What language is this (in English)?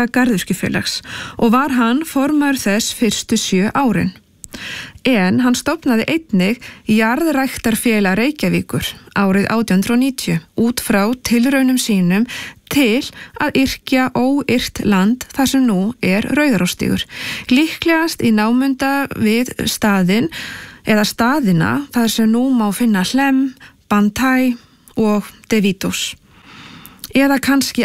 Icelandic